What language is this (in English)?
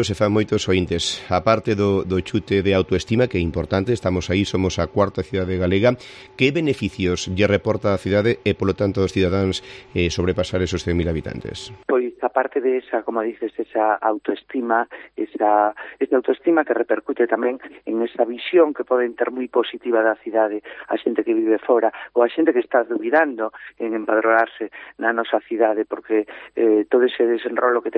Galician